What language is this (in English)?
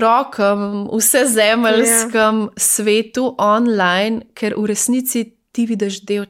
Slovenian